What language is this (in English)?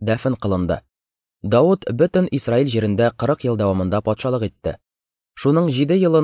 Tatar